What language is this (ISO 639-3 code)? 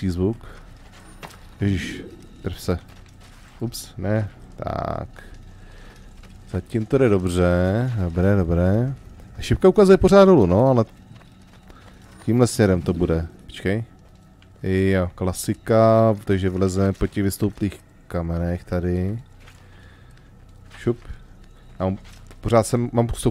ces